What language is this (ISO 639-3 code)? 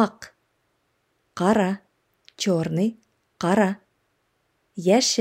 tat